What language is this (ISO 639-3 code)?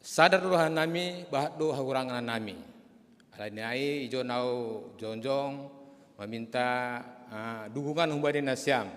bts